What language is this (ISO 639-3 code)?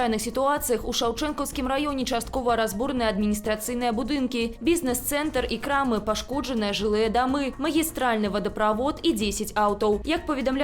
bel